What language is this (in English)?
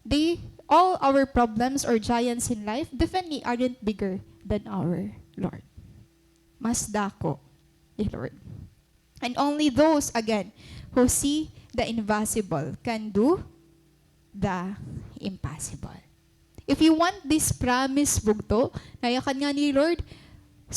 Waray